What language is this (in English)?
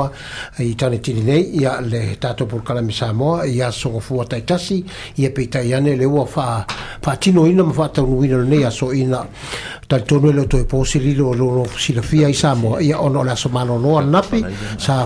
Samoan